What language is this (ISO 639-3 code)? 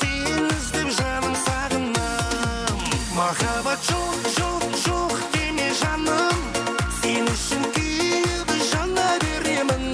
kaa